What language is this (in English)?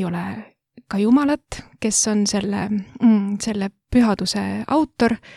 Estonian